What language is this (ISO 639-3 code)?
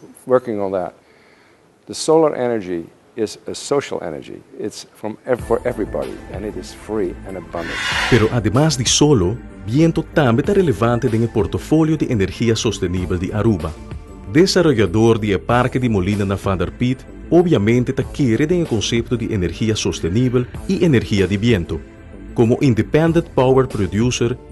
pap